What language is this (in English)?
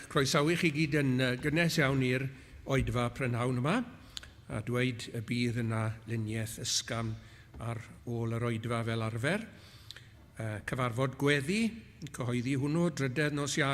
Welsh